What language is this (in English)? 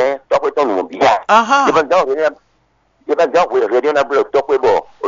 Fon